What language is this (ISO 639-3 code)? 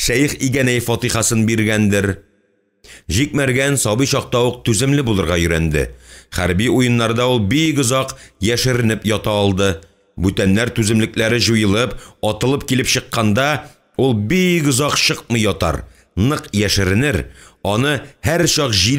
tat